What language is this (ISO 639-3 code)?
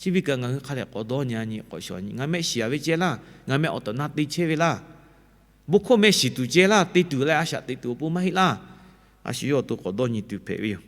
lhu